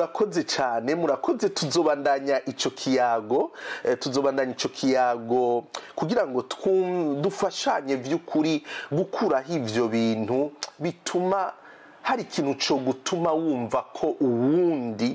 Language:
Rundi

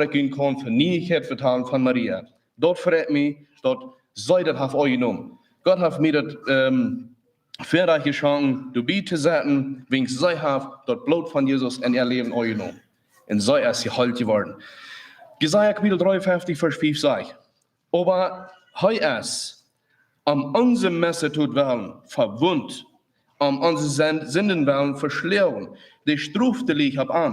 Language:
Plautdietsch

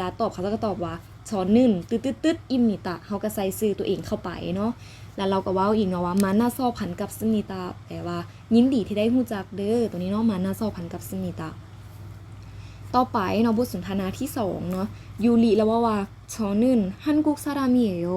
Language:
Lao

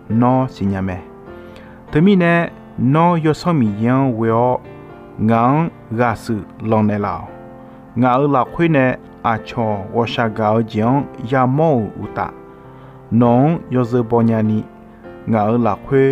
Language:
Akha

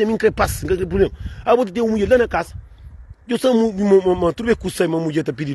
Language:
Kabuverdianu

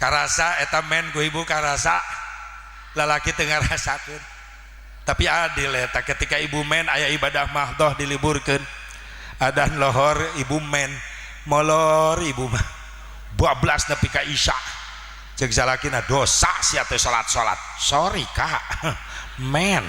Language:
Sundanese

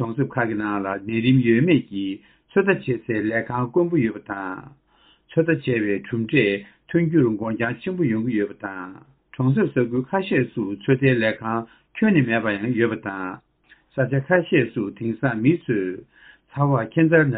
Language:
Tibetan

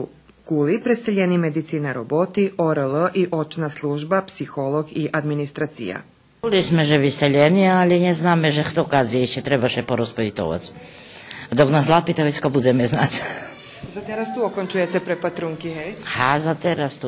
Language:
Rusyn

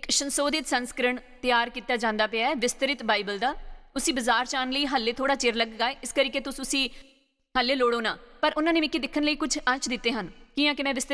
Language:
Dogri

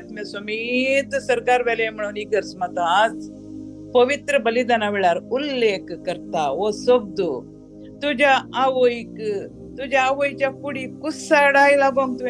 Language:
Konkani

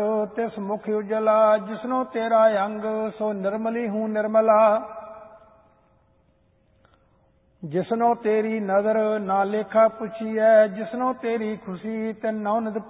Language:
Punjabi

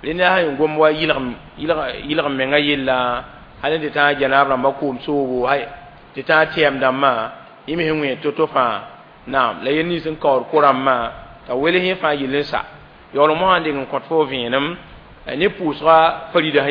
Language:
Mossi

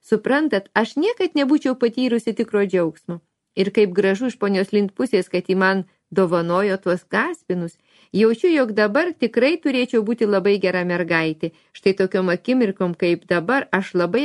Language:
Lithuanian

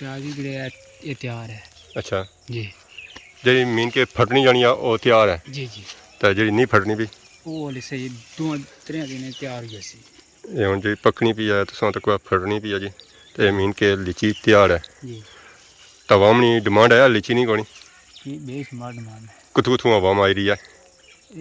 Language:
Pahari-Potwari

